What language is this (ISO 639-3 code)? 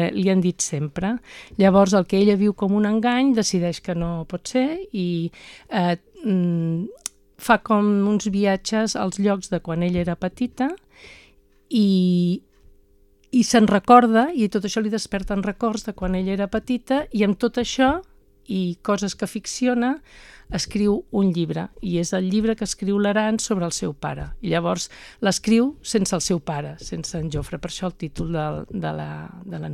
cat